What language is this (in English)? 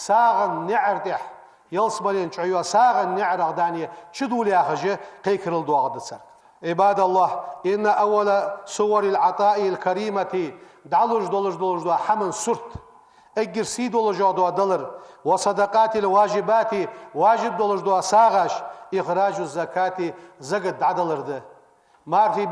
Ingush